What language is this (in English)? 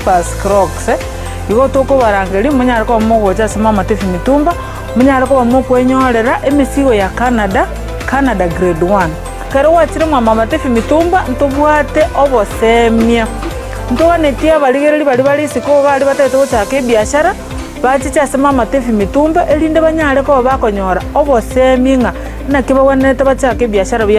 Gusii